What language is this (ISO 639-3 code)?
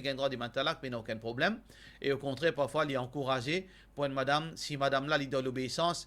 mfe